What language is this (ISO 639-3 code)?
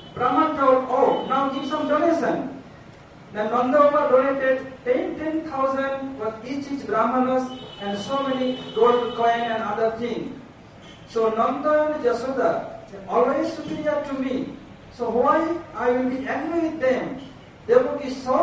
hin